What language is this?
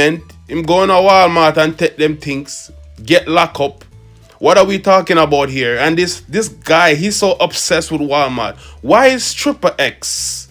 Jamaican Creole English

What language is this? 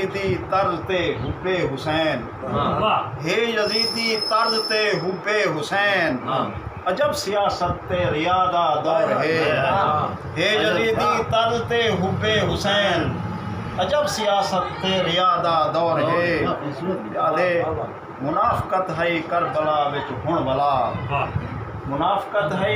Saraiki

